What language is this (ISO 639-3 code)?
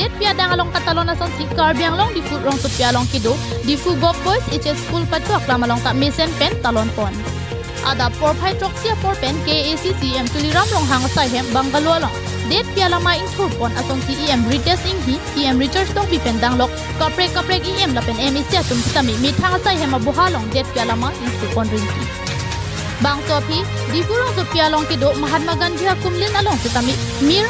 mjw